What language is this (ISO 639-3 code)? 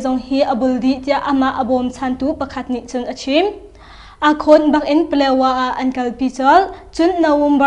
cnh